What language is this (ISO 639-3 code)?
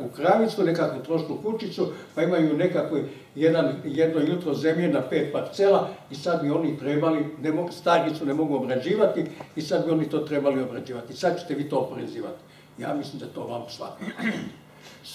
hrv